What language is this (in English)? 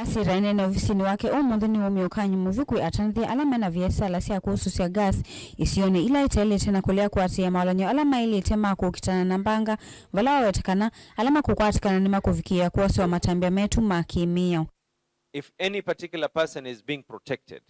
Kamba